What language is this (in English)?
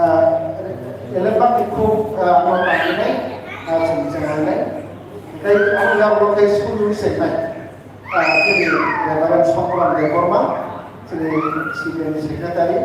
Kok Borok